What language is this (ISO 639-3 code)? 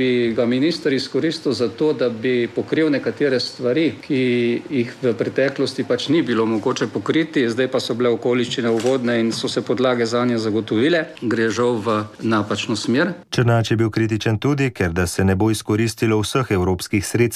slv